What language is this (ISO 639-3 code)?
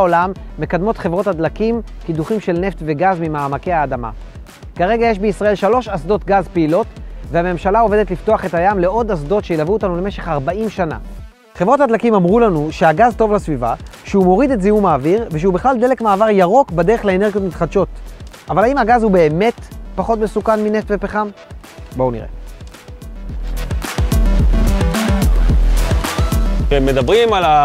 heb